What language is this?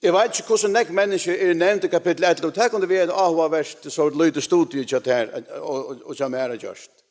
Faroese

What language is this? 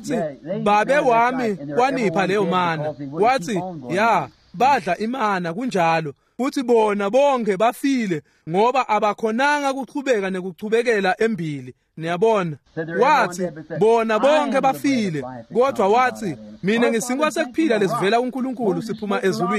Swati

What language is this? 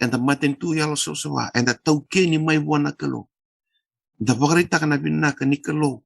Fijian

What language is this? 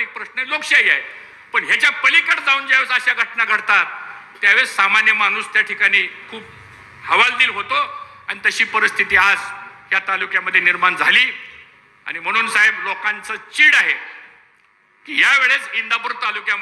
Marathi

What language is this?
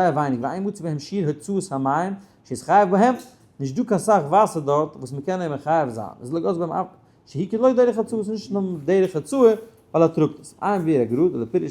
Yiddish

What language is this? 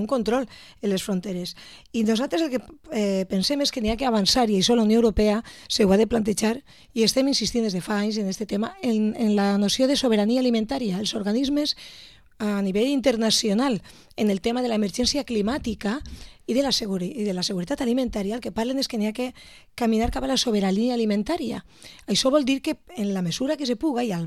Catalan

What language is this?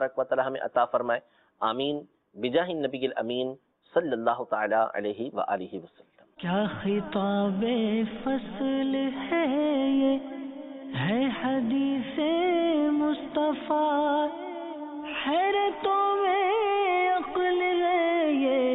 Urdu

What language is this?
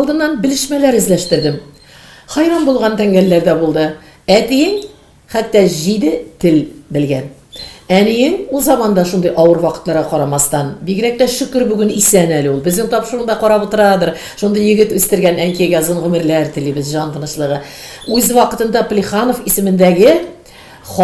Tatar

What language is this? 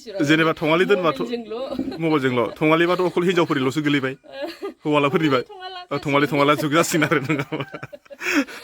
Bodo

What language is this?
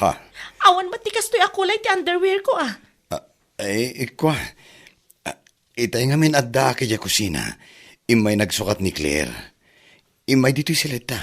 Iloko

